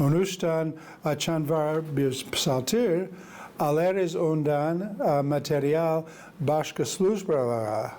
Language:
Gagauz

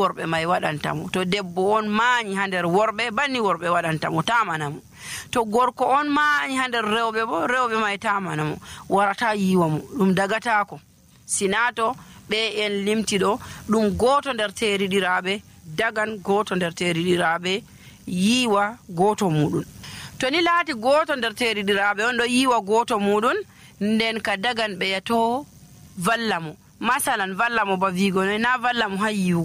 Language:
Nigerian Fulfulde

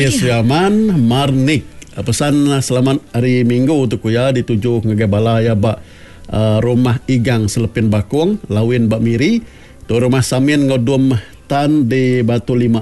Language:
Iban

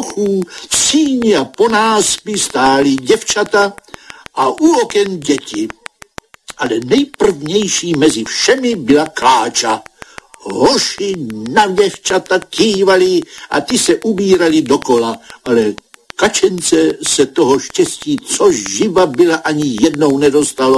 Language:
Czech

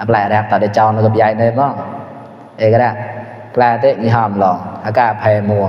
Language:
Mon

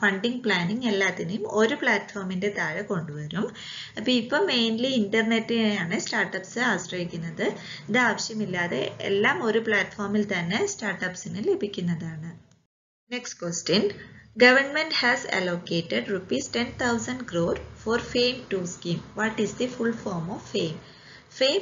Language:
Malayalam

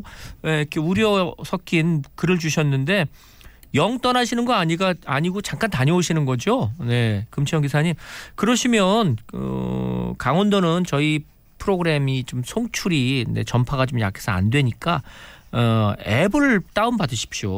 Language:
Korean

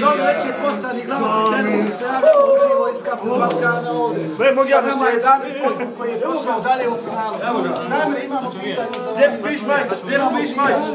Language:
Bosnian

